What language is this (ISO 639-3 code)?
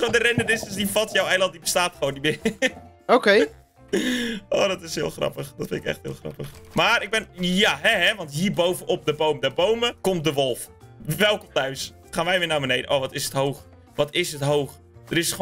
nld